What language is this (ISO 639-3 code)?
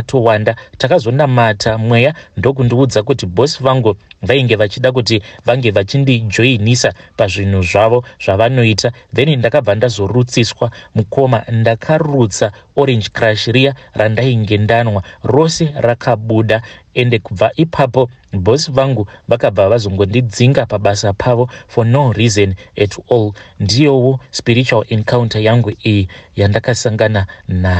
sna